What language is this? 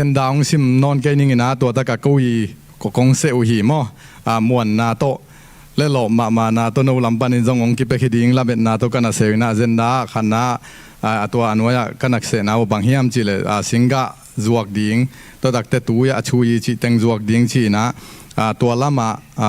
Tedim Chin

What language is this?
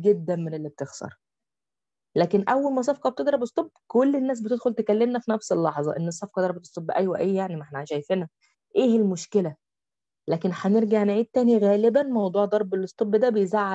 Egyptian Arabic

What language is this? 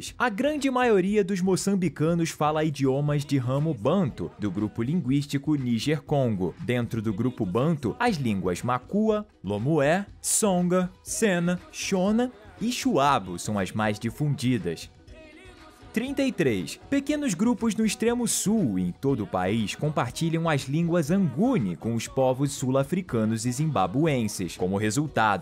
Portuguese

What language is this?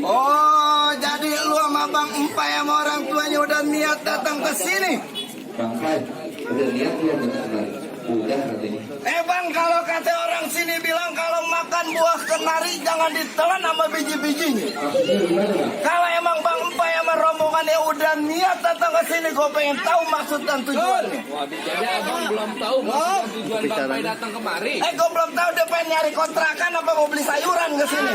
Betawi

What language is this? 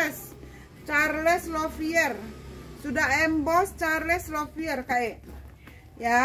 Indonesian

